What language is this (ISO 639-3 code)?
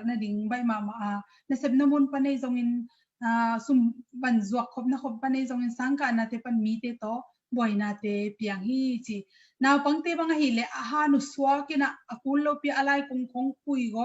ctd